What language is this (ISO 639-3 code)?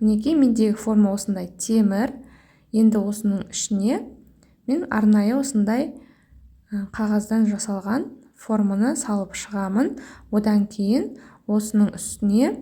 kaz